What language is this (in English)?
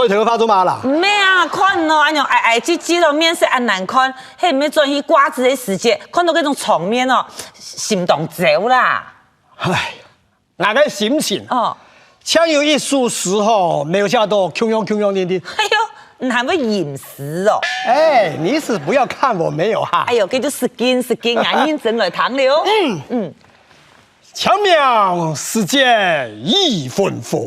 Hakka Chinese